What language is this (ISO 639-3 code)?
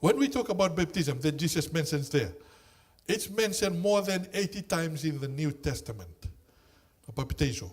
fij